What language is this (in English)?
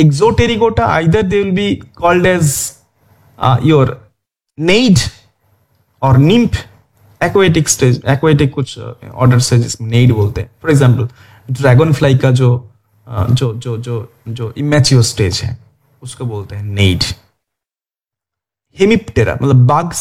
Hindi